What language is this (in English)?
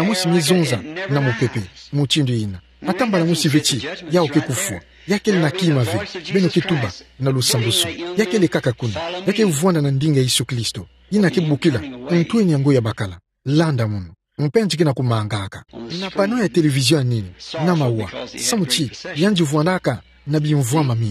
Kituba (Democratic Republic of Congo)